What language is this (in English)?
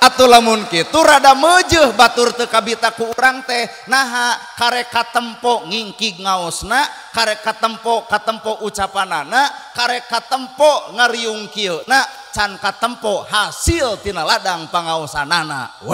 Sundanese